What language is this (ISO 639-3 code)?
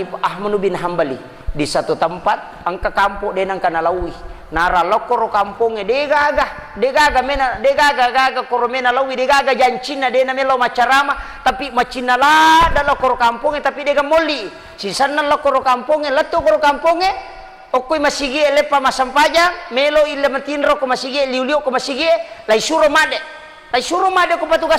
bug